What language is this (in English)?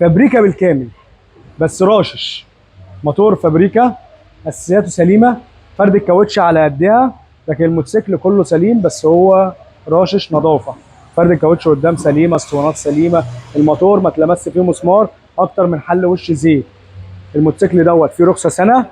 Egyptian Arabic